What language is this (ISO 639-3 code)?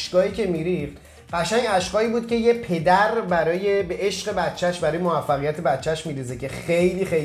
fas